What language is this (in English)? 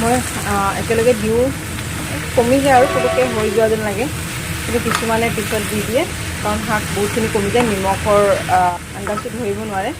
Assamese